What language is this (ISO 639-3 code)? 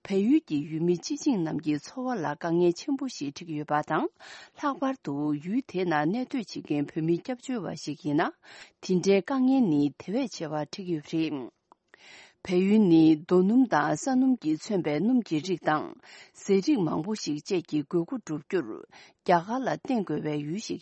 bod